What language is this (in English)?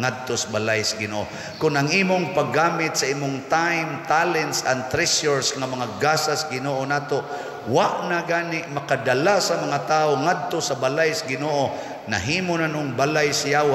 Cebuano